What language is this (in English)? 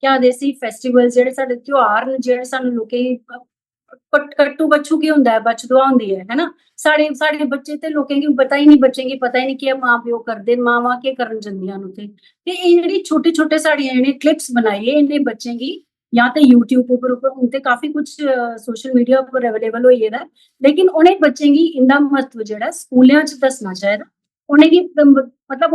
Dogri